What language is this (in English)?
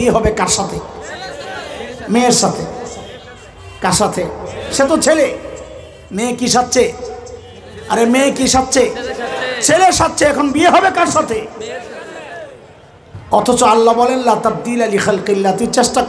Bangla